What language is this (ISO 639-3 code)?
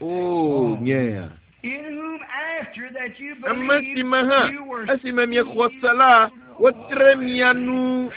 ewe